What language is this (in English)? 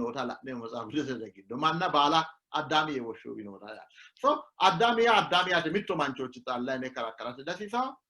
Sidamo